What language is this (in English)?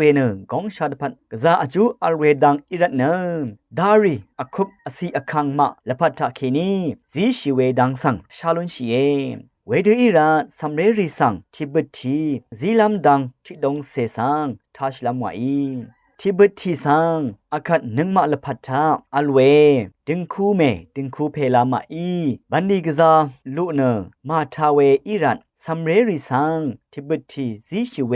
Rawang